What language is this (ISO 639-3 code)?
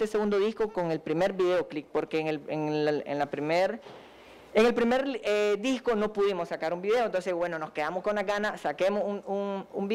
spa